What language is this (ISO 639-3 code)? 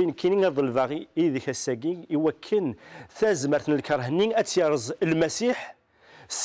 kab